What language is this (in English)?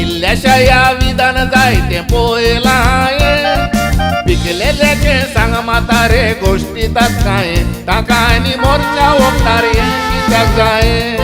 Konkani